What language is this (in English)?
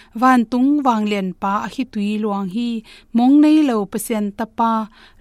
Tedim Chin